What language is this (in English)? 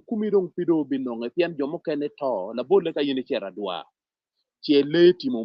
Acoli